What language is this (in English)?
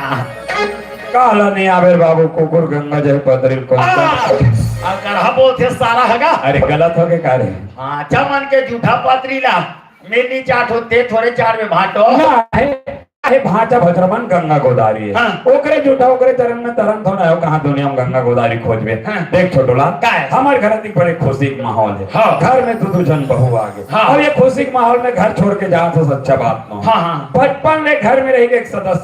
Chhattisgarhi